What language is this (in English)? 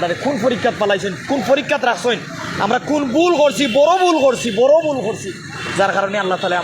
Sylheti